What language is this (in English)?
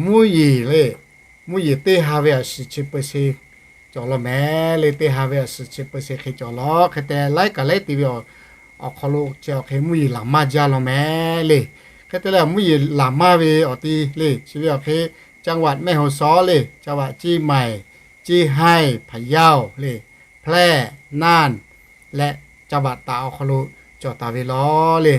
Lahu